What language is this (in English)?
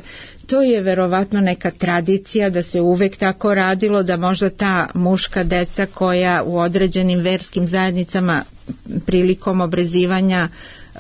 Serbian